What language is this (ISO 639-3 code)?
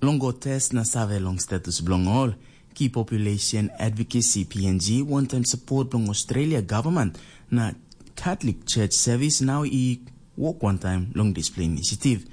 tpi